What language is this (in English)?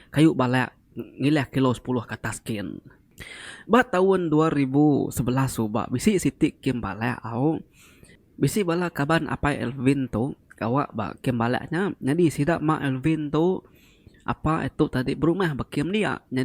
Iban